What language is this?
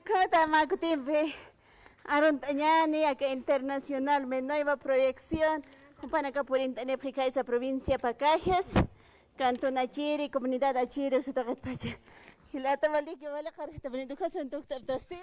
Aymara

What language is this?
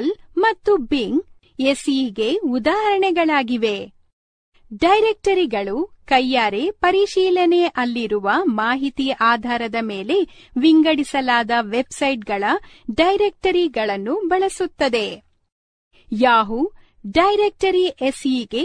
Kannada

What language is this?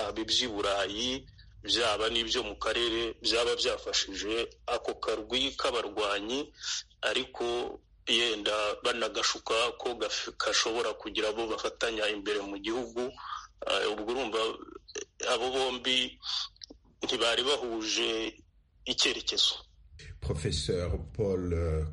Kinyarwanda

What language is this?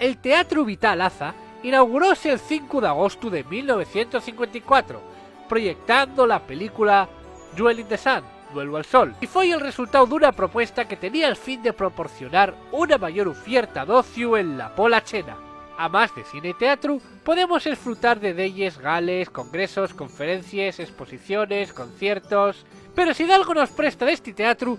Asturian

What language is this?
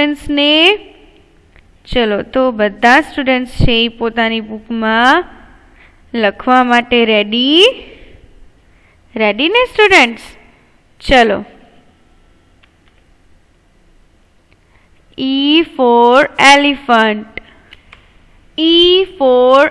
Gujarati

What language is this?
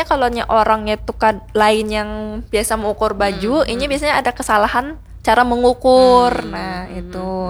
Banjar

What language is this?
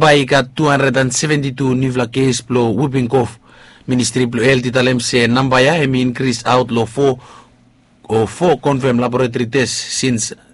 Bislama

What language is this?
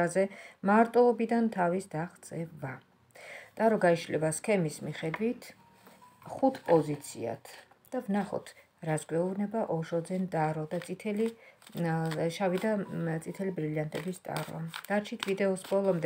Georgian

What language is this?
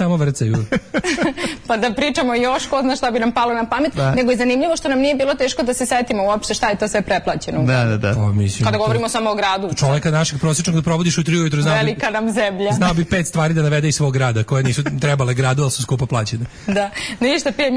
Serbian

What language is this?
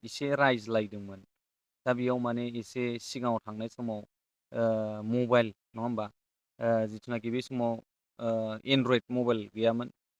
Bodo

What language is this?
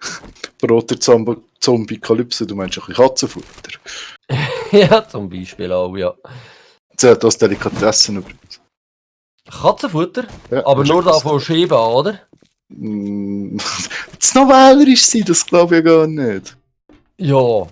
Swiss German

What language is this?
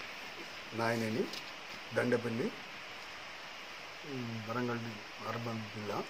Telugu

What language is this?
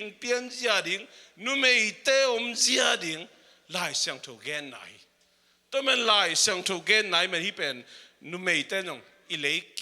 Tedim Chin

